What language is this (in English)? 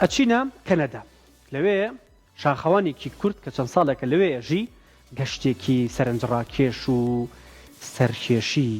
Central Kurdish